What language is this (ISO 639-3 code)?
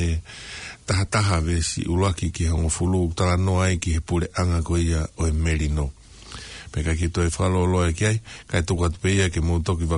ton